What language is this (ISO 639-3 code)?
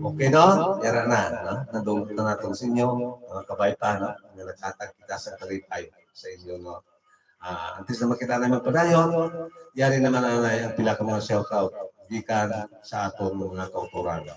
hil